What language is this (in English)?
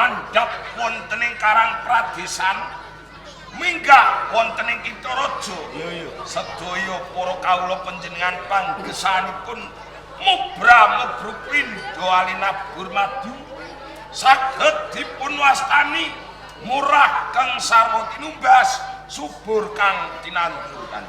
Javanese